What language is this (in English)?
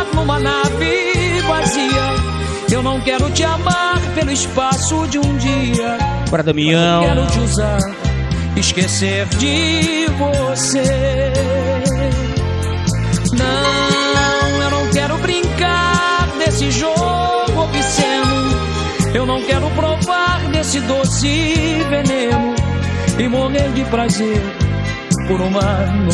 Portuguese